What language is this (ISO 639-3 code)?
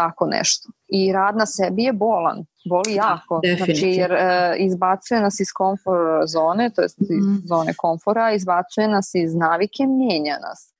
srp